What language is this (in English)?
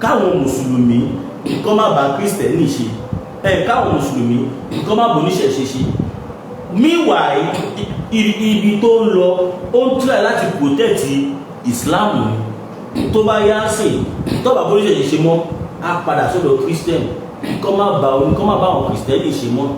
Yoruba